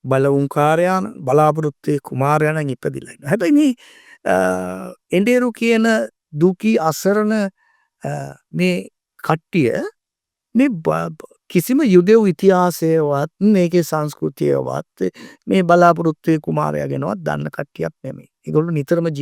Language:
Sinhala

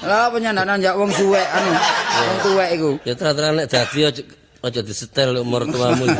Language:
Javanese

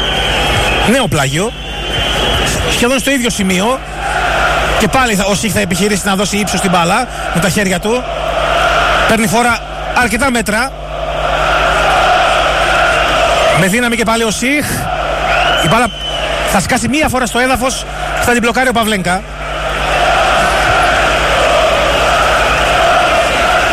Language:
Greek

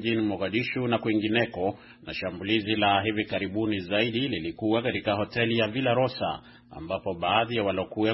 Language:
Swahili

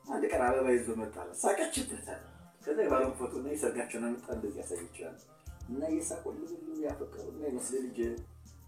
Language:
Amharic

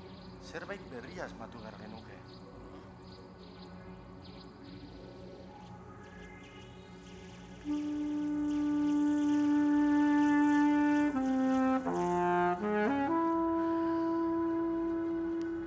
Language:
Basque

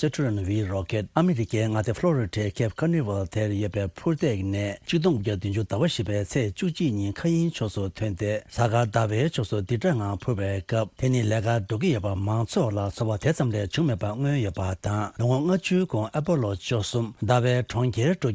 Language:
Tibetan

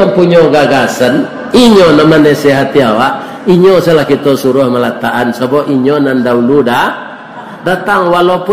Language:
Minangkabau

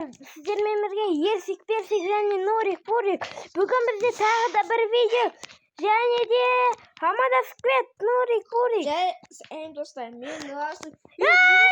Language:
Kazakh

